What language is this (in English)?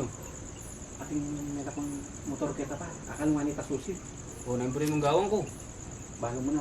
Pampanga